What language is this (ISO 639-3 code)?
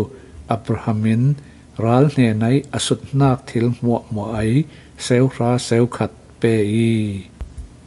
cfm